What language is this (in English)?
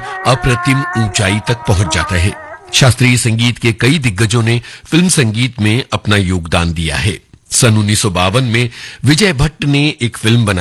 Hindi